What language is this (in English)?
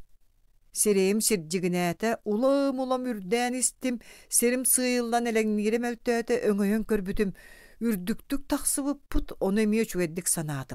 Yakut